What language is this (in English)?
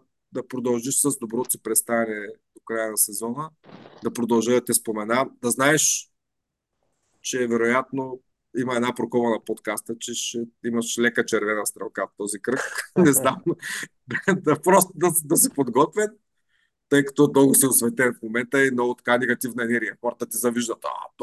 Bulgarian